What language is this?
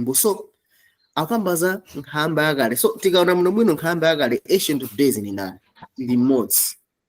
Nyanja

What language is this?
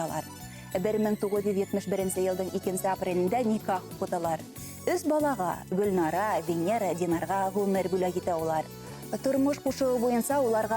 Bashkir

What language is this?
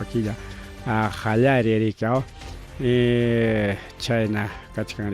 Ayacucho Quechua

